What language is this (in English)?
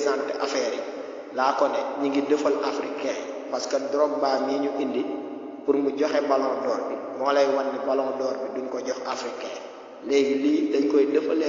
Wolof